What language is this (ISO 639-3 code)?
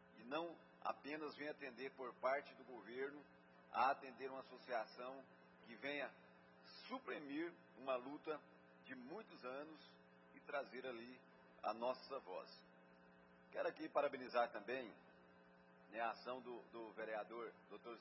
por